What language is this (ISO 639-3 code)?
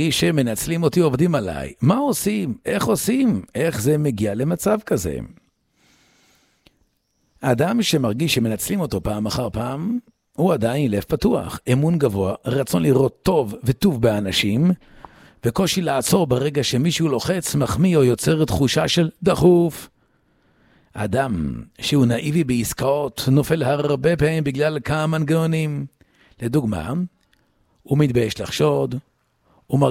heb